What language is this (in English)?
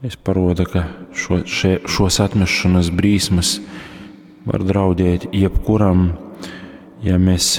Latgalian